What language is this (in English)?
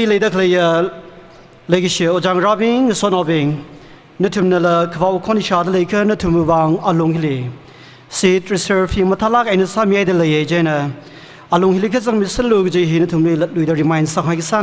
Tangkhul Naga (India)